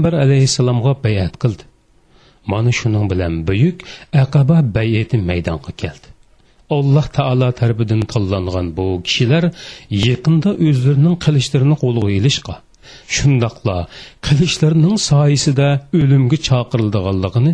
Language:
Uyghur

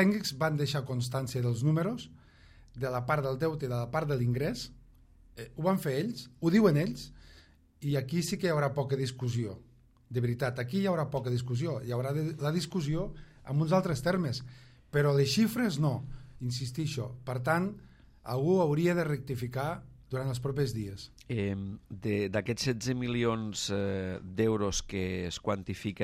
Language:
Catalan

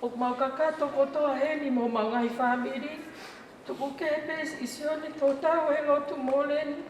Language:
Tongan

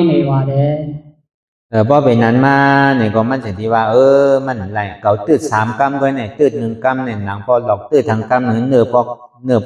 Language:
Shan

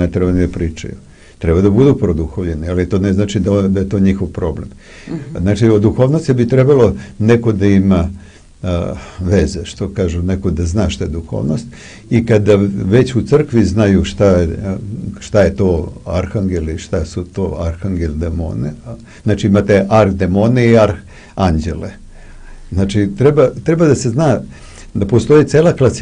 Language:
Serbian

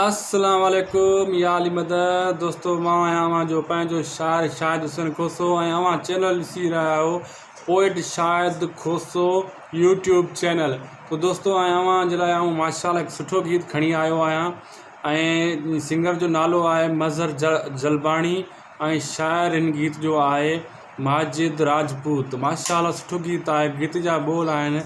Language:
Sindhi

